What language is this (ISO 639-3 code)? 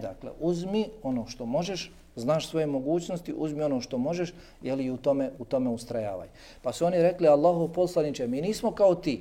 bos